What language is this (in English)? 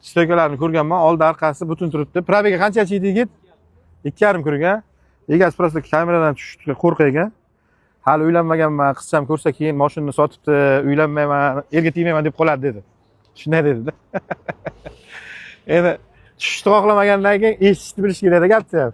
Uzbek